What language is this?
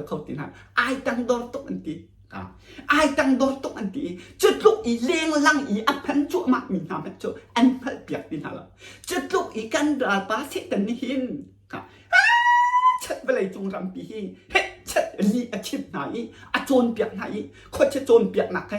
Hakha Chin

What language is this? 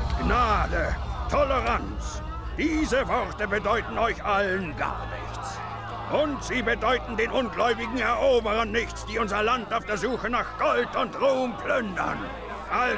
Bavarian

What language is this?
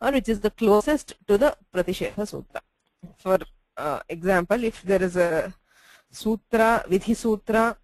Sanskrit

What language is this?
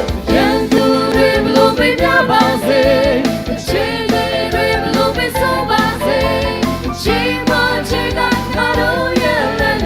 Lahu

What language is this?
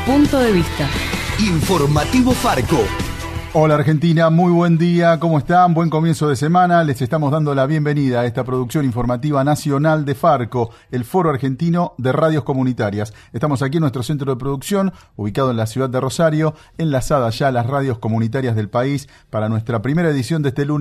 Spanish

